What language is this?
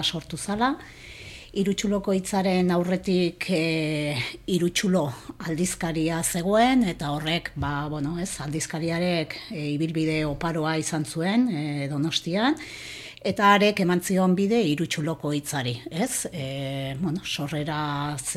Basque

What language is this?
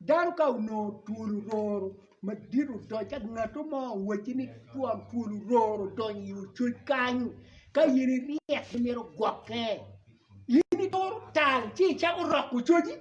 Acoli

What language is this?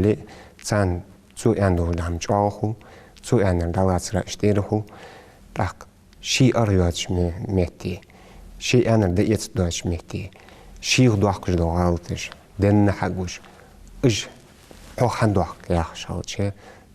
Ingush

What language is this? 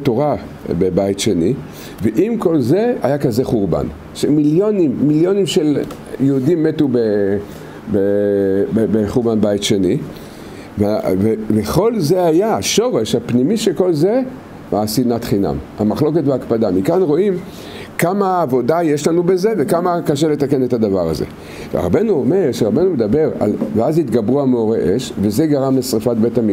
Hebrew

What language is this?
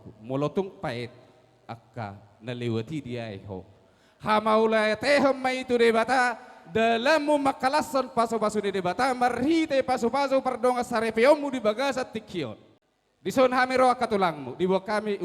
Batak Toba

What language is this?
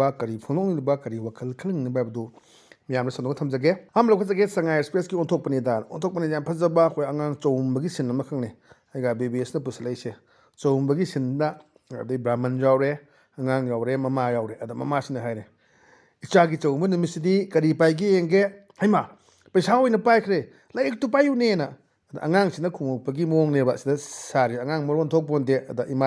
Manipuri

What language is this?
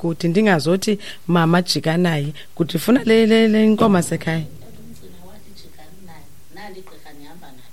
Xhosa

